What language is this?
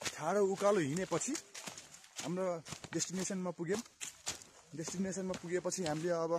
Nepali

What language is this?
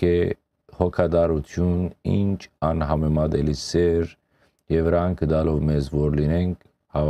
Western Armenian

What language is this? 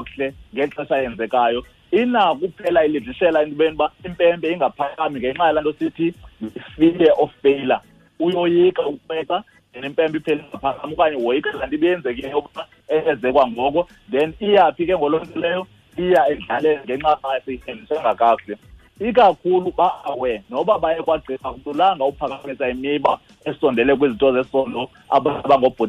Xhosa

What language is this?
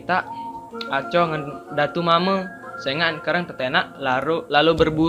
Sasak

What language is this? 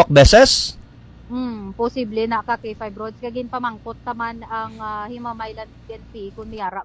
Hiligaynon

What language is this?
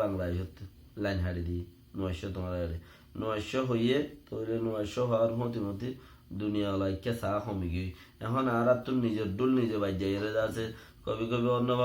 Rohingya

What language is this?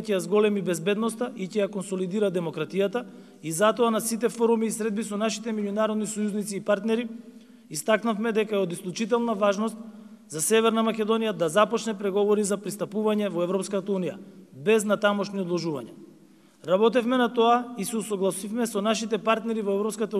Macedonian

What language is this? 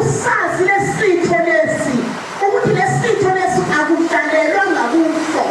Zulu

